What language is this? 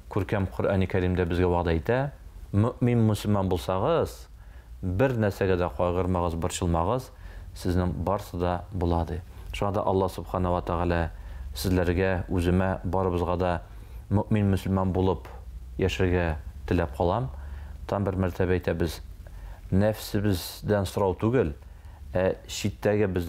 Tatar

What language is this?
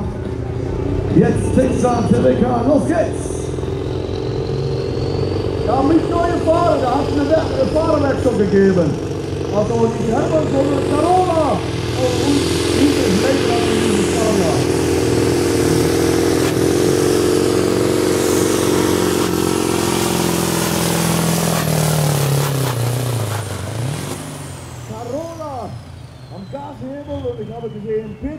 German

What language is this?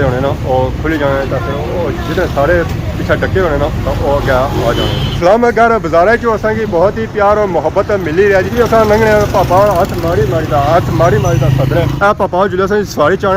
Pahari-Potwari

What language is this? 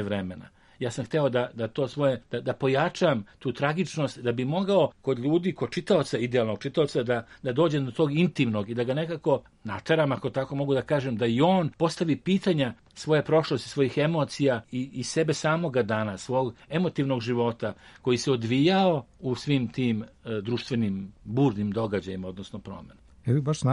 Serbian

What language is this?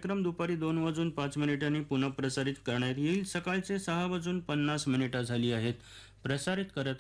Marathi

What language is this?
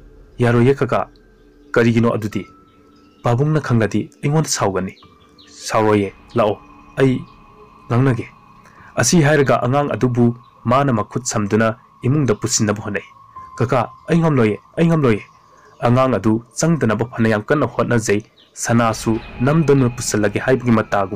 Manipuri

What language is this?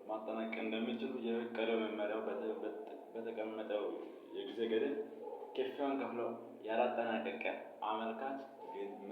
Amharic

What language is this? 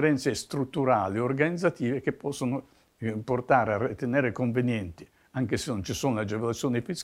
Italian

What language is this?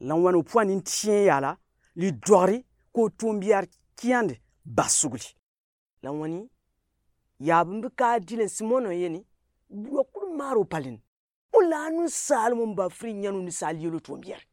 Gourmanchéma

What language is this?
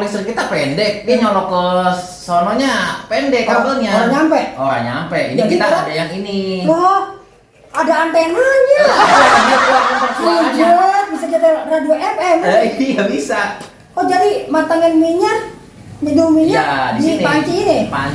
Betawi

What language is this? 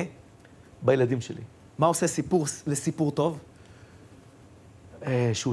Hebrew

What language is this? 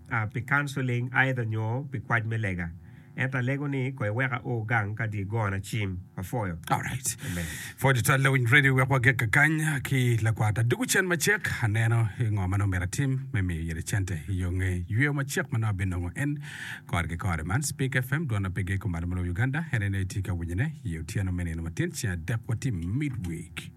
Acoli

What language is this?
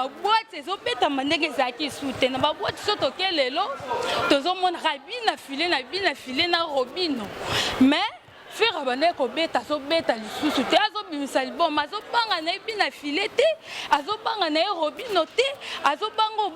Lingala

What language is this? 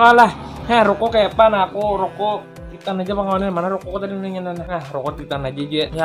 Banjar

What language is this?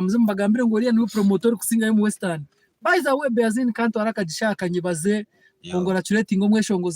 Nyankole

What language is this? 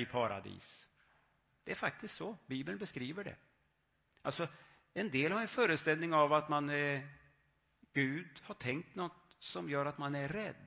Swedish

